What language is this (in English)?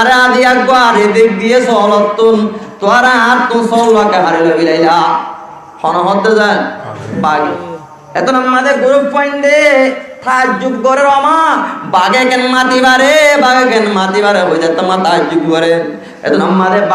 Rohingya